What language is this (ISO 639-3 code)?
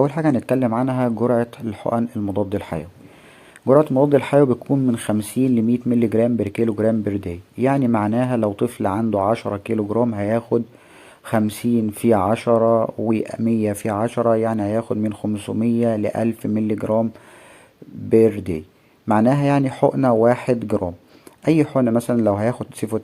arz